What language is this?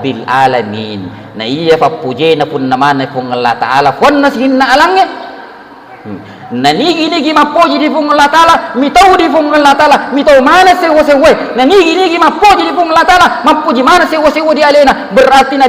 Buginese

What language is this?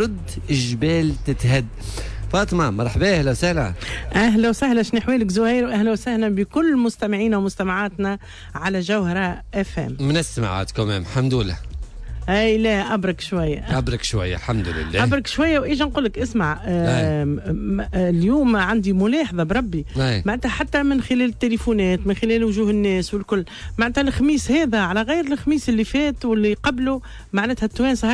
Tunisian Arabic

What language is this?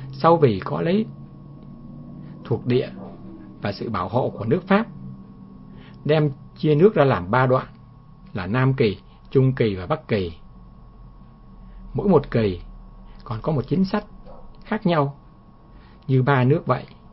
Vietnamese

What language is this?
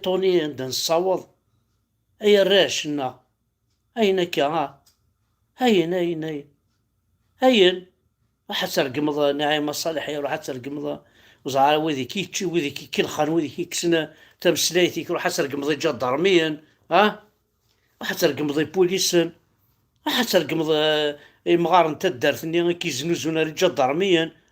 Kabyle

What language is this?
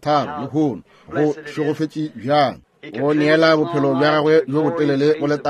Northern Sotho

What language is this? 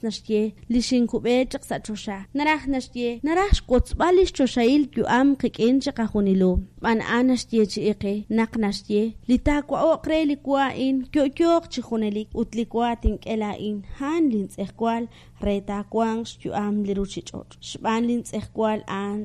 Kekchí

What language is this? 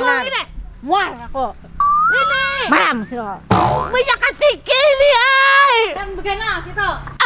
Banjar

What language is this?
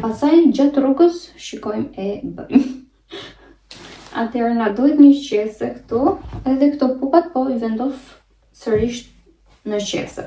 Albanian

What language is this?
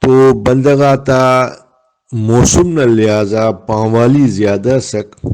Brahui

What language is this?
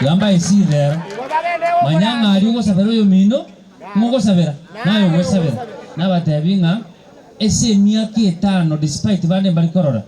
Gusii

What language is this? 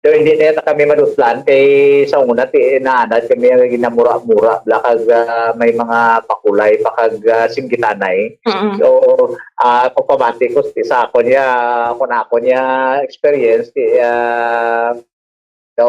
Hiligaynon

